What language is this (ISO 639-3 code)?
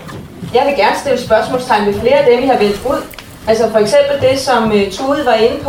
dan